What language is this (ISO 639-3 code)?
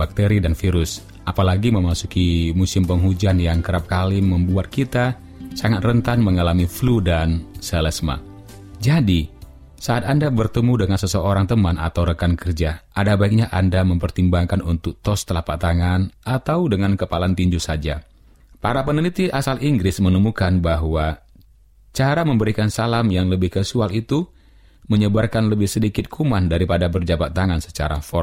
ind